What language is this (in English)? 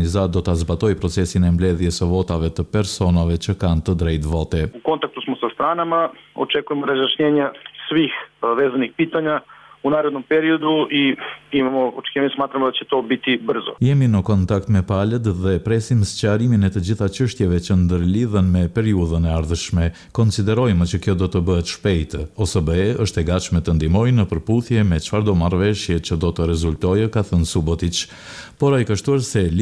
Albanian